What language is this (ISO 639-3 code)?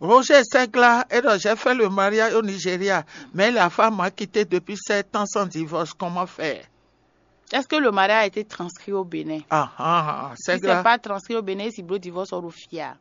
fon